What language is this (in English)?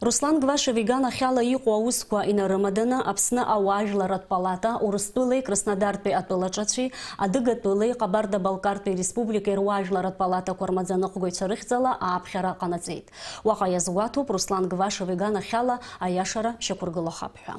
Abkhazian